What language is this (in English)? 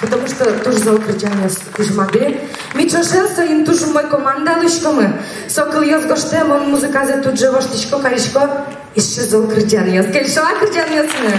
Udmurt